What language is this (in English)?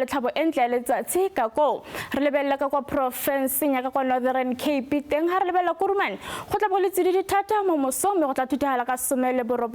Tswana